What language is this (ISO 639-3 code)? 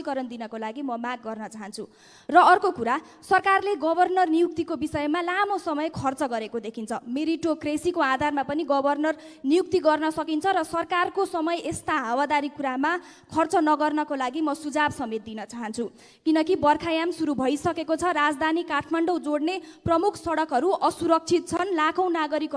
nep